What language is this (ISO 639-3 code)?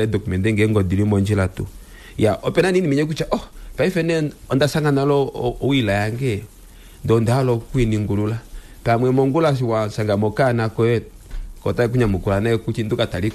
kua